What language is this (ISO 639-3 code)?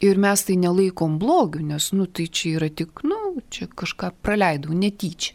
lit